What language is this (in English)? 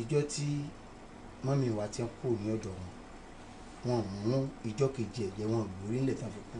Yoruba